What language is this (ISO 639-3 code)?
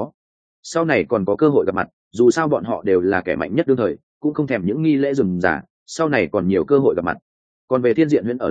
vie